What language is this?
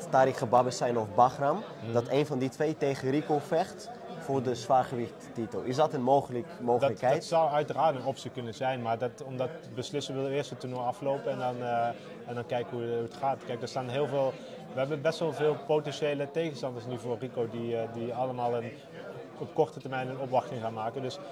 Dutch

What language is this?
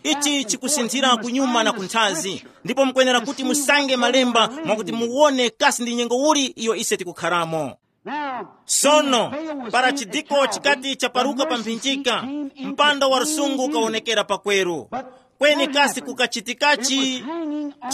Tumbuka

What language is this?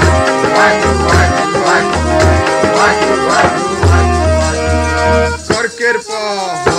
Punjabi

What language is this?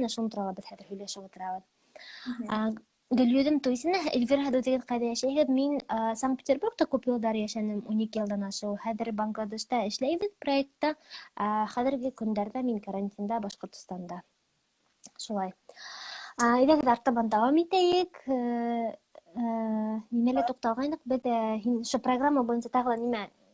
Bashkir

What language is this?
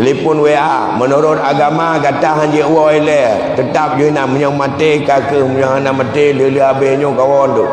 Achinese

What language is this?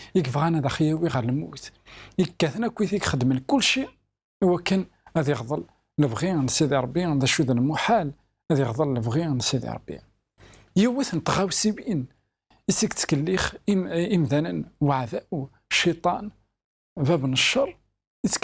Kabyle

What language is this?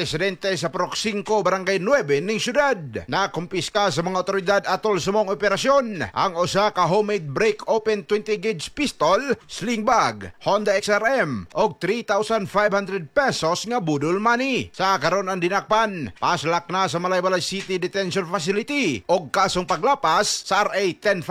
Cebuano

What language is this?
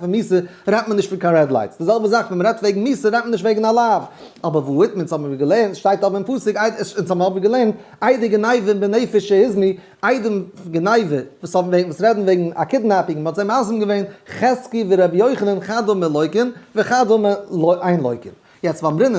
Yiddish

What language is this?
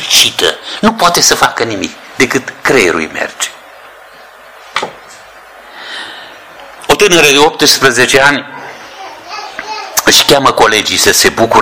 Romanian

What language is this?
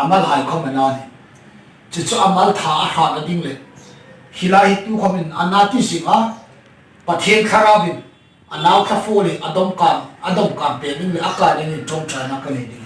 Hmar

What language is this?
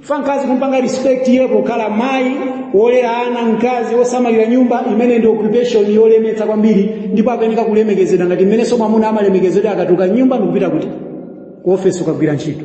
Nyanja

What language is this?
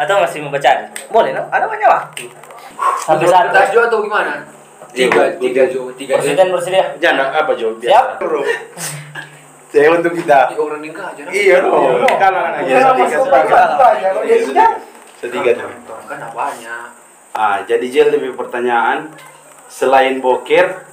Manado Malay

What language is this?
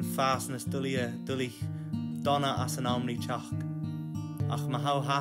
Scottish Gaelic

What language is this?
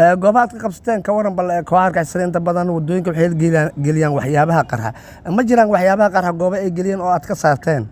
Somali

